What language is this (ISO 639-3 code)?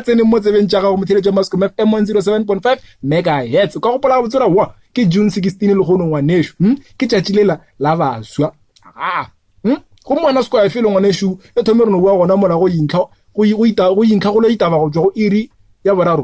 nso